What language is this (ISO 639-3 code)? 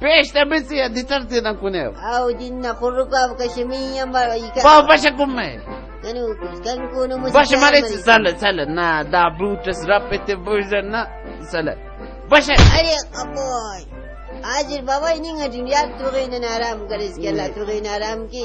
brh